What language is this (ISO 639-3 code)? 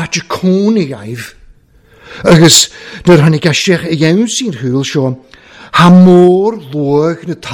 cym